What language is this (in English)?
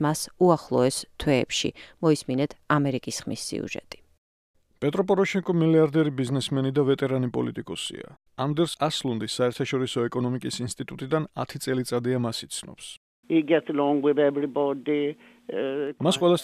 Georgian